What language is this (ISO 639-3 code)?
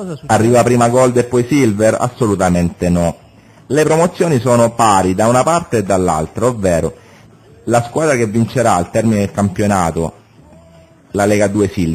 ita